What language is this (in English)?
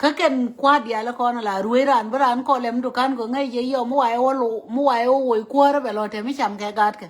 Nuer